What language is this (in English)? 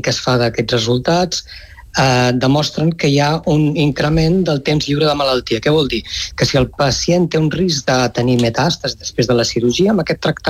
Catalan